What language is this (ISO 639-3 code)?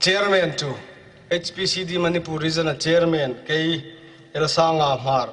hmr